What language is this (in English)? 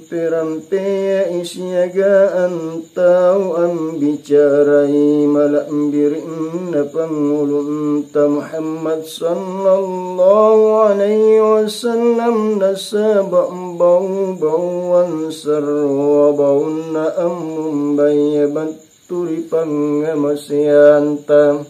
Makasar